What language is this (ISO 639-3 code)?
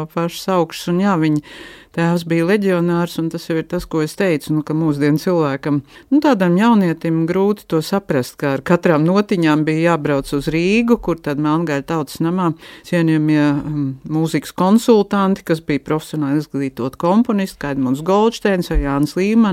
lav